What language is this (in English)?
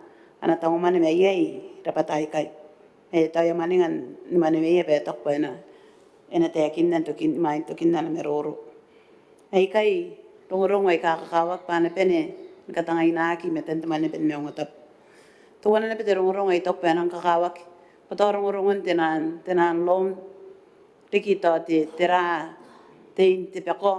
Gilbertese